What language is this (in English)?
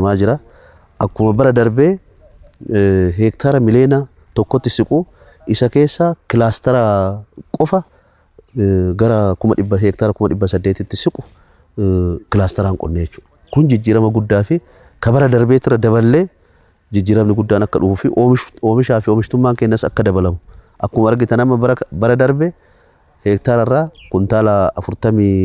Oromo